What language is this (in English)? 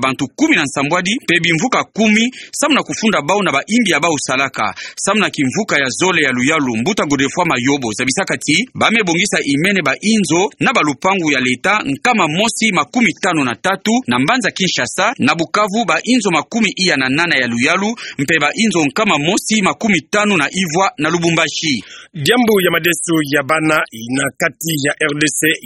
Kituba (Democratic Republic of Congo)